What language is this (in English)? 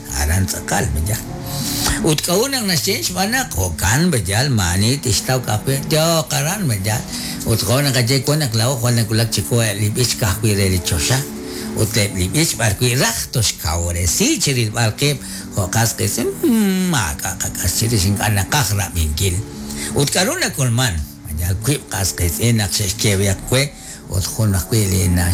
Kekchí